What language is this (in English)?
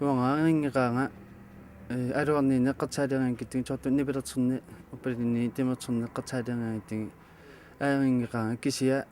Kalaallisut